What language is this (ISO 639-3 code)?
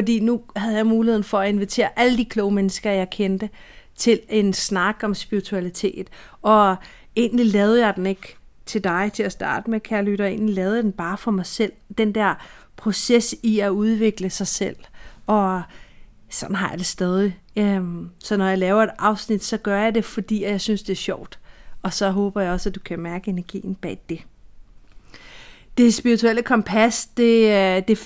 dan